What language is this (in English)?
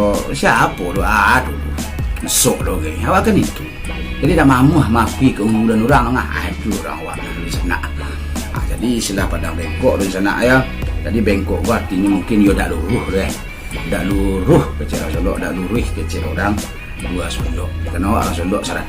Minangkabau